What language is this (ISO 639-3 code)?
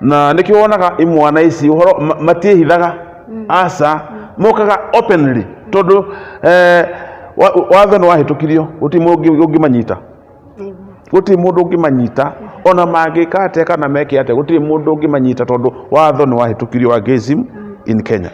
kik